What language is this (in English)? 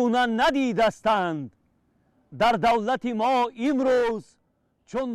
Tajik